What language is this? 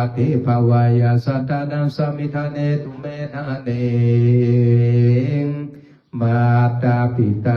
Pali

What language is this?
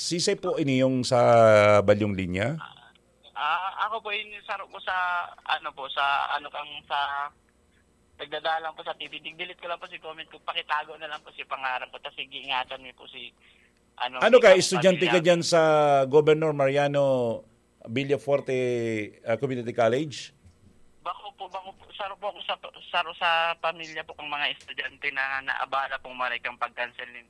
Bikol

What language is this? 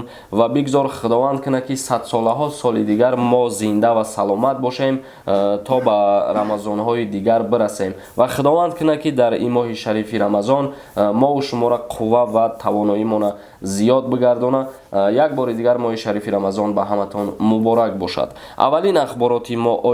Tajik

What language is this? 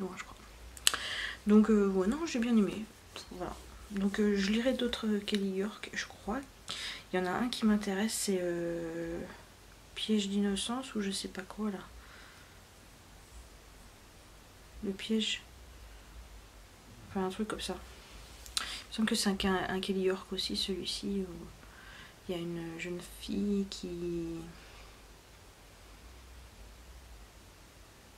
French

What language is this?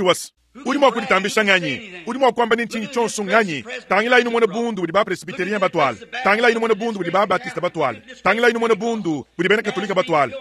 Luba-Lulua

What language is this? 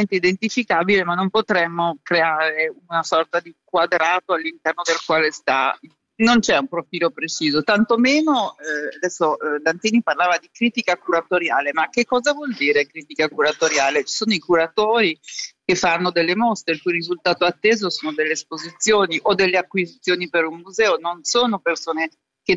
Italian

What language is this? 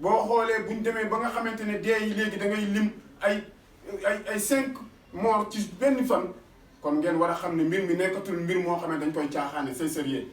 Wolof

